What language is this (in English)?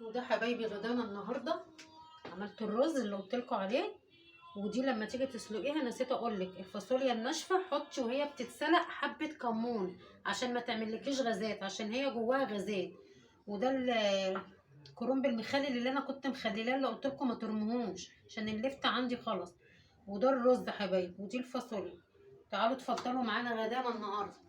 Egyptian Arabic